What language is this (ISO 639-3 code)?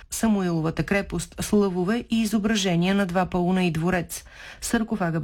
bul